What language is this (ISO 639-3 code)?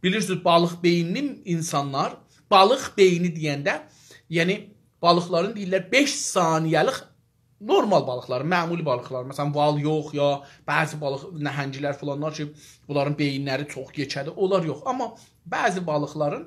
azb